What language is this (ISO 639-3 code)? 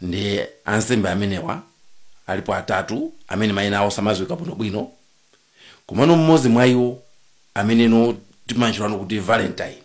nya